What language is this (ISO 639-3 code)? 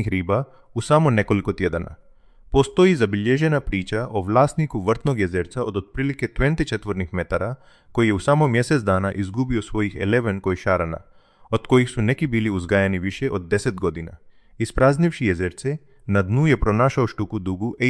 hrv